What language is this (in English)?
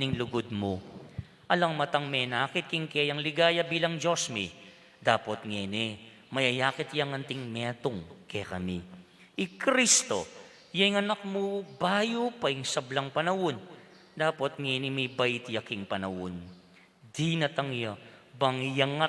Pampanga